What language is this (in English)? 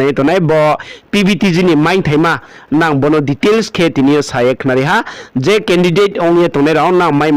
Riang (India)